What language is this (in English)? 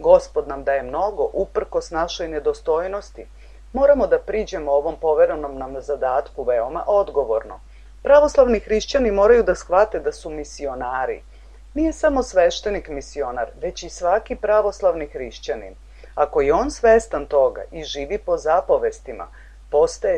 Serbian